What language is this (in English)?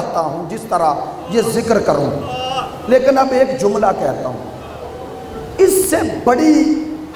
Urdu